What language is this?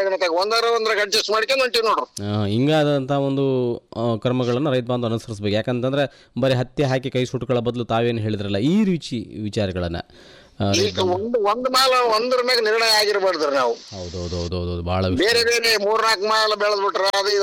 Kannada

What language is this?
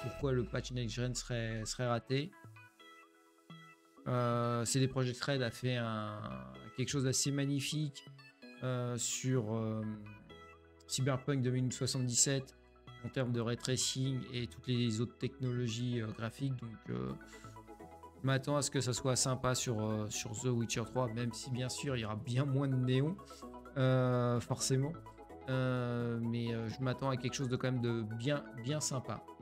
French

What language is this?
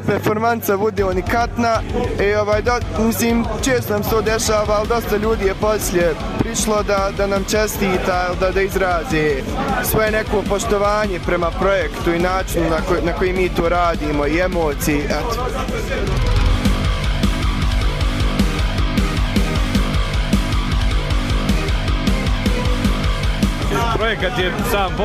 Bosnian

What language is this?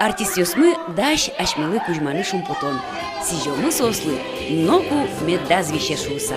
Udmurt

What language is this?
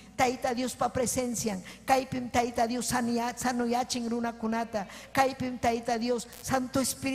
Ayacucho Quechua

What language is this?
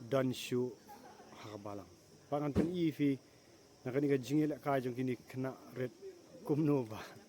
Khasi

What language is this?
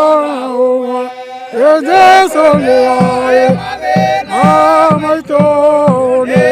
Kikuyu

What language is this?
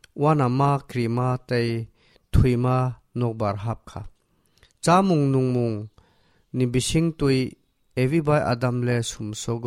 Kok Borok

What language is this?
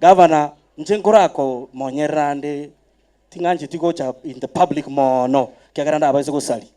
Gusii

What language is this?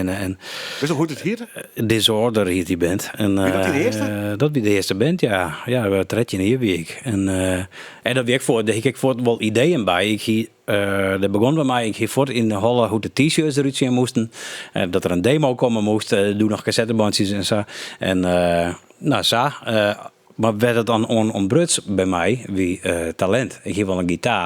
Western Frisian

